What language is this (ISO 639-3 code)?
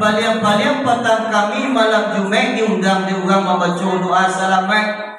min